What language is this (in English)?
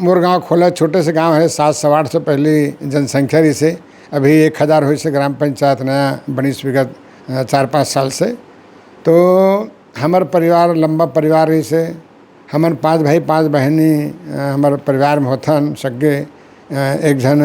Chhattisgarhi